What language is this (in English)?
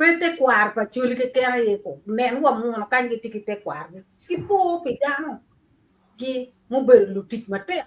Acoli